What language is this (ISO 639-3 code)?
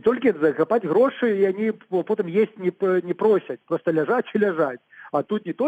bel